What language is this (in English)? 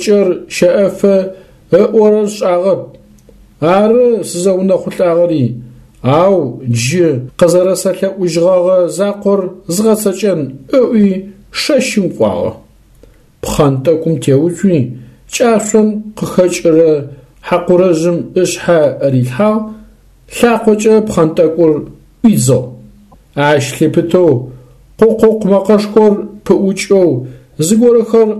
Adyghe